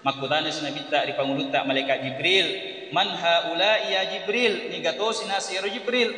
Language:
Buginese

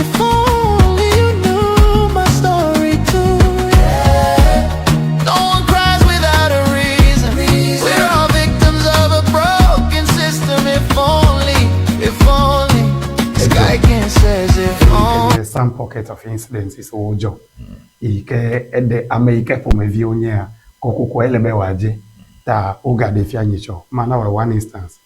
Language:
Ewe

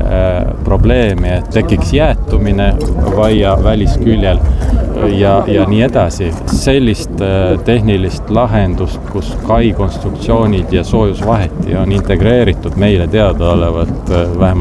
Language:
Estonian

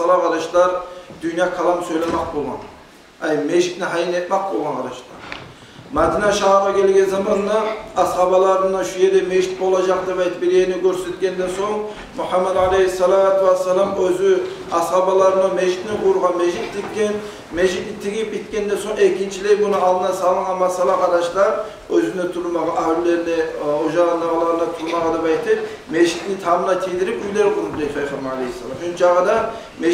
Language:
Kumyk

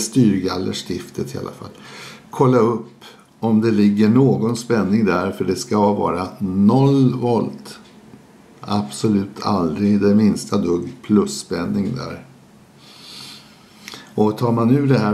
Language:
Swedish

